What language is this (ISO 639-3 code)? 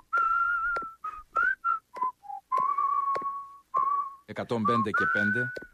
ell